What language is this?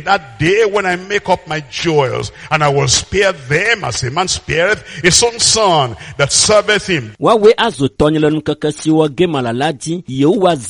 Ewe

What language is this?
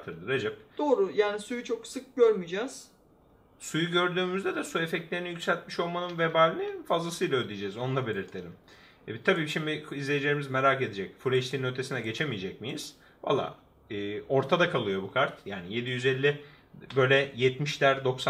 Turkish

